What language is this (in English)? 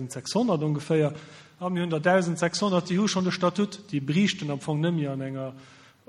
Luxembourgish